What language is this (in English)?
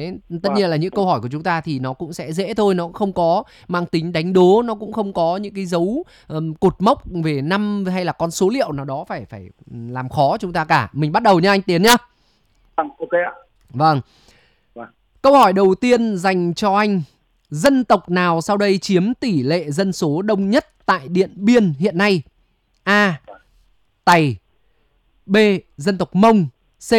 Vietnamese